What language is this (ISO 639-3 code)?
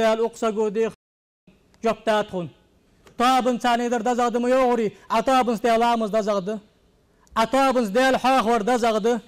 inh